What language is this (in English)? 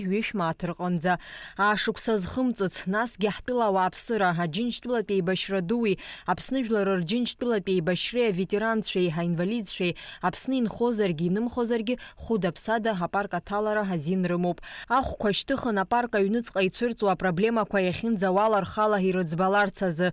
Abkhazian